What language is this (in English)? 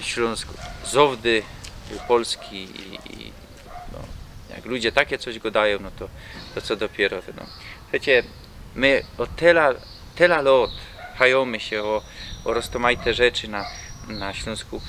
Silesian